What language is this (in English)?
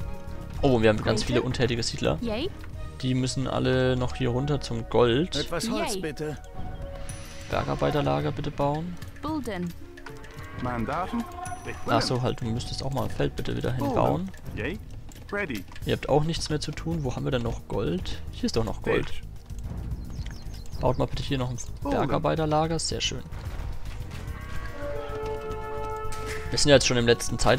German